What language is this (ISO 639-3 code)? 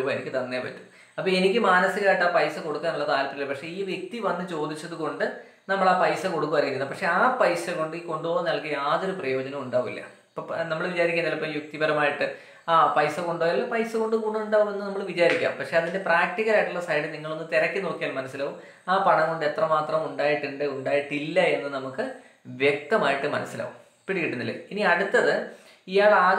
mal